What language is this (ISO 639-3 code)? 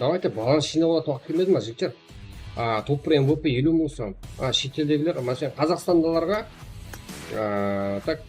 kaa